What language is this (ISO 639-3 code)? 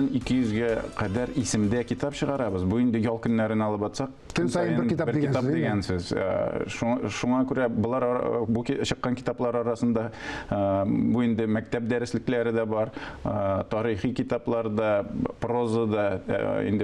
tat